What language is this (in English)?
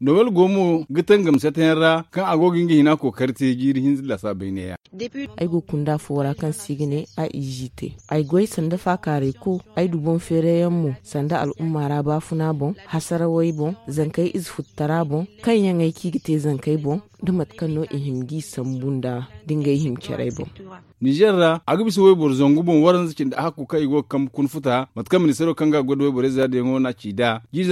Zarma